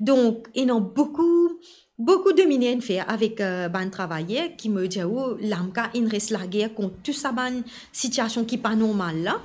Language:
Morisyen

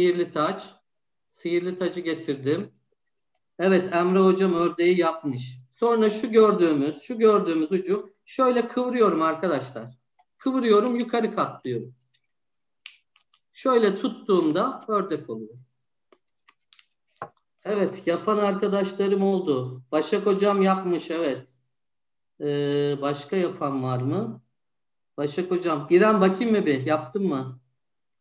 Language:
Turkish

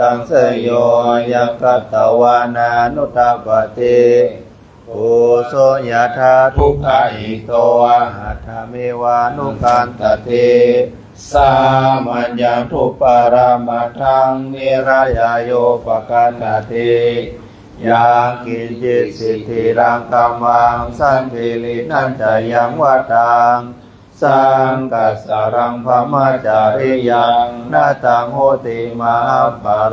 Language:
Pali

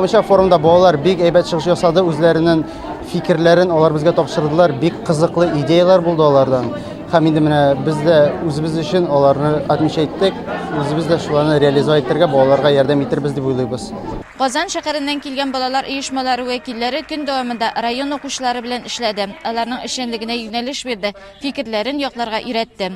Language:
Tatar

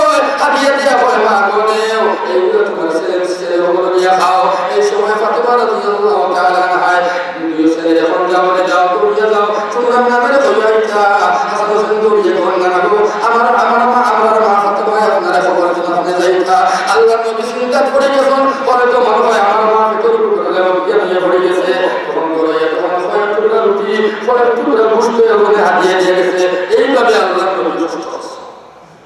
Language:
Sylheti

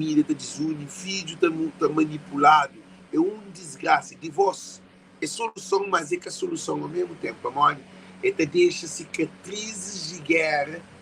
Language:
Kabuverdianu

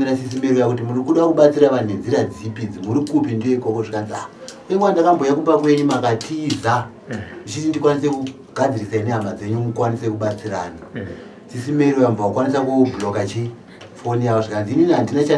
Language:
Shona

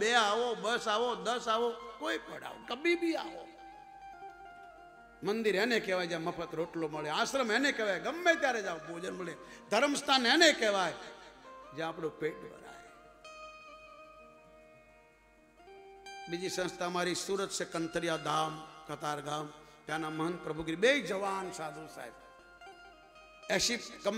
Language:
Gujarati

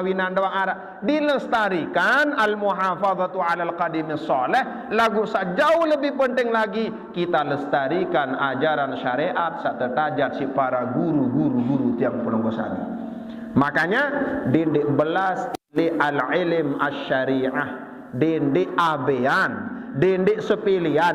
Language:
Sasak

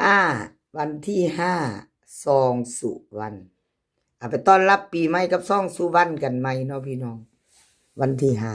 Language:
Northeastern Thai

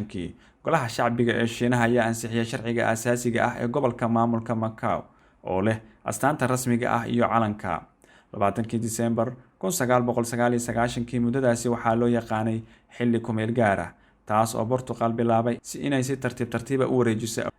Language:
Somali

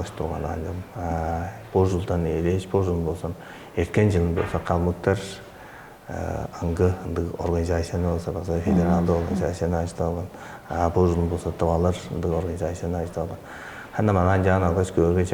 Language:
Tuvinian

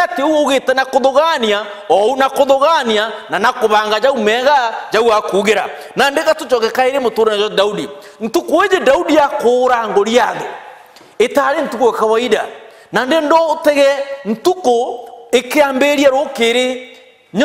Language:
Meru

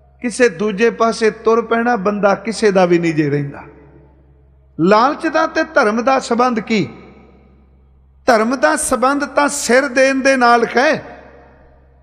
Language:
Punjabi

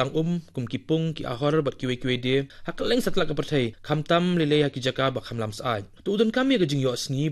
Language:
Khasi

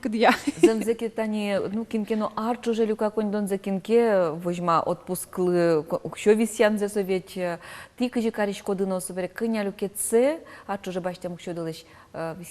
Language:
Udmurt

